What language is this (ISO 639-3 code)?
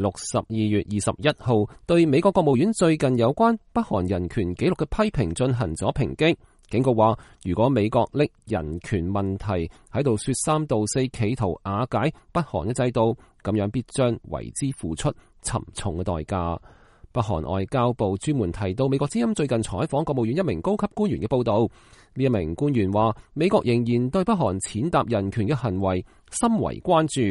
yue